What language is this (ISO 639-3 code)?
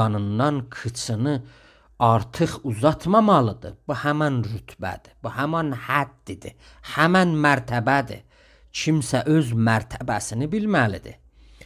azb